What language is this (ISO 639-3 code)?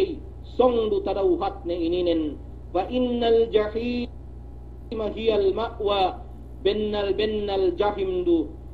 yka